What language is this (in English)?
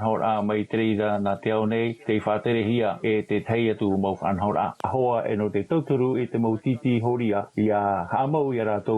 Tahitian